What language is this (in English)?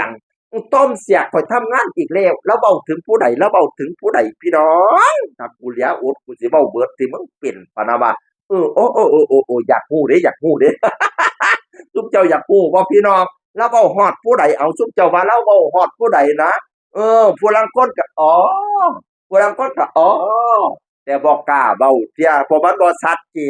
Northeastern Thai